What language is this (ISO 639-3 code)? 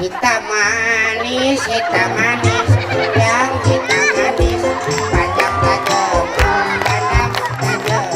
sun